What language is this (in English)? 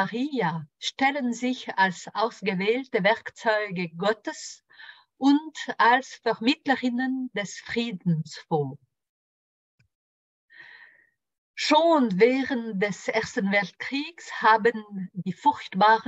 German